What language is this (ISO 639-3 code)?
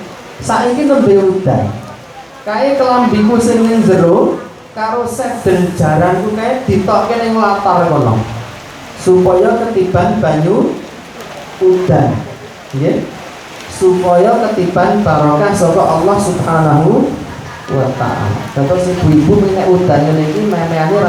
jav